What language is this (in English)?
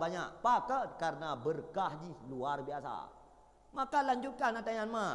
Achinese